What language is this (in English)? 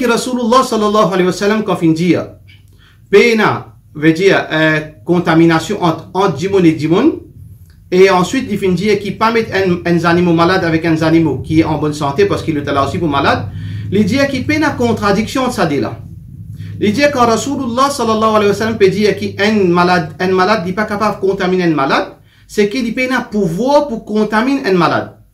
Morisyen